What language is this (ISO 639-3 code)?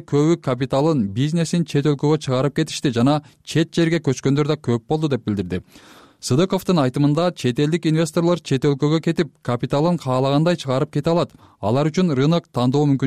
kir